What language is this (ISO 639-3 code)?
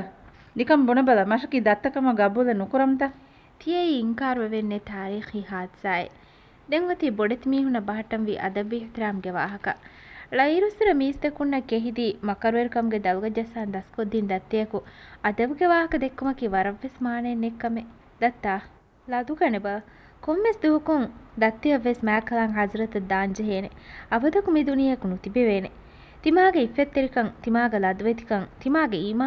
div